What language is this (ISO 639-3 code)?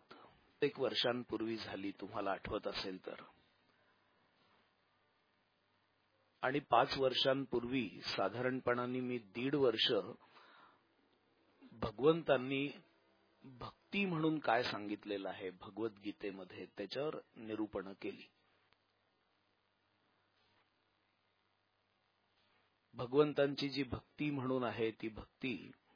mar